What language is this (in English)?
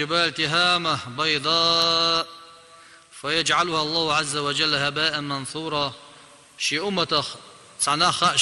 Chechen